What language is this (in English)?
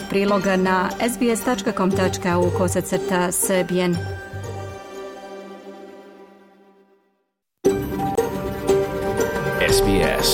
Serbian